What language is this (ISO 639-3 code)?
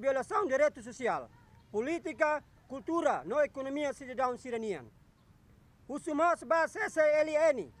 tet